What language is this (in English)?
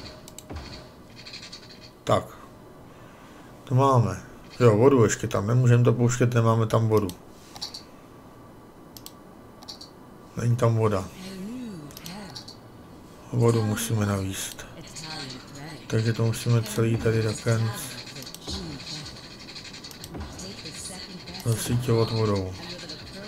Czech